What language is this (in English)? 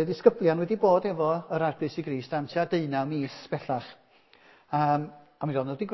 Welsh